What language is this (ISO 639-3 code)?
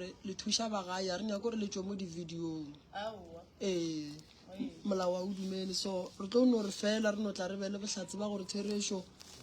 nso